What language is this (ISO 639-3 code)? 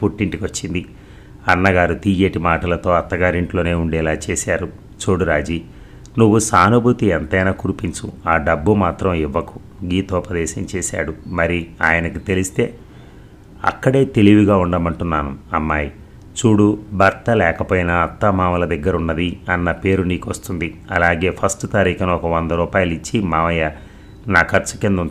tel